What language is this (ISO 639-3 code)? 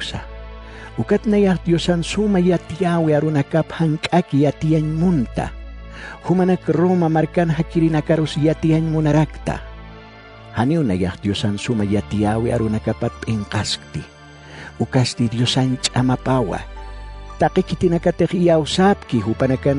aym